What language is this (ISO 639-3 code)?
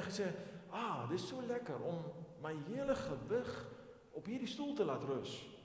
afr